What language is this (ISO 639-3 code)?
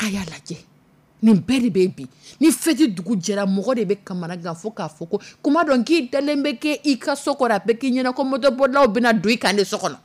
dyu